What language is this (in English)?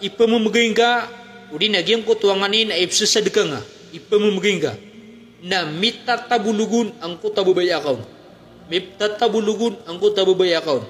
Maranao